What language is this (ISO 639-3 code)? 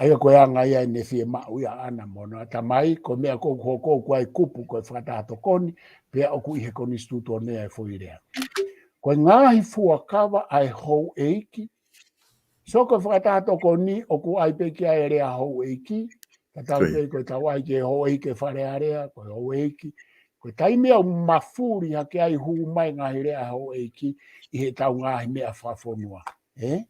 ton